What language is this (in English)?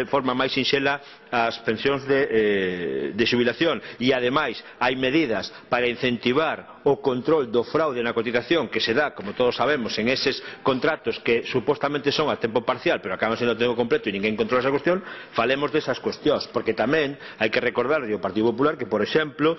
Galician